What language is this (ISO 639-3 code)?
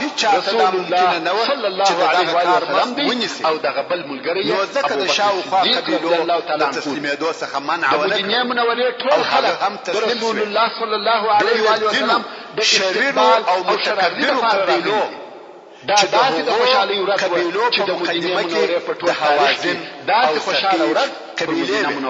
pus